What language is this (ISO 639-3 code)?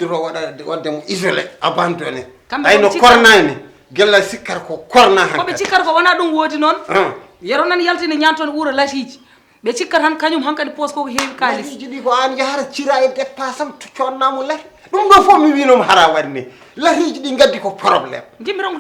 ful